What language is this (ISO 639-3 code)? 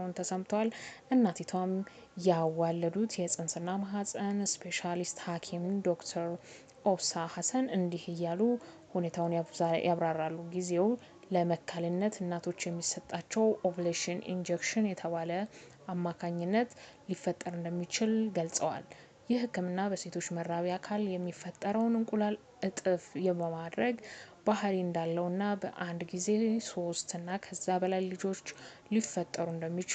amh